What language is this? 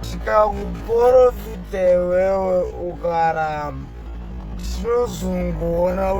Shona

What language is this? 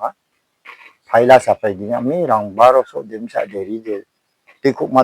Riang (India)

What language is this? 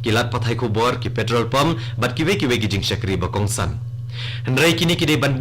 Khasi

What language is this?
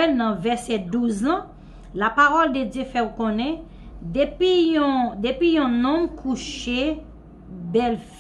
Haitian Creole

